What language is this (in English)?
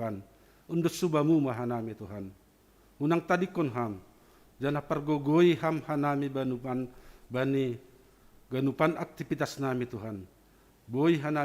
Batak Simalungun